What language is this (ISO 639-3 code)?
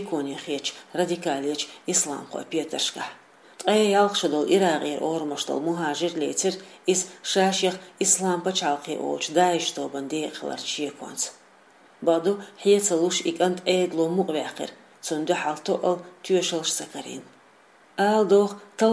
che